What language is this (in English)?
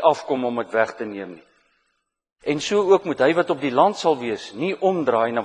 Afrikaans